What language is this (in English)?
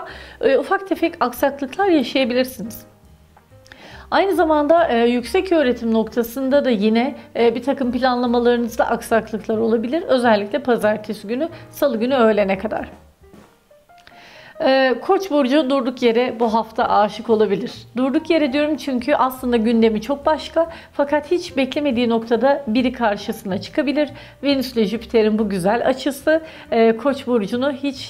Turkish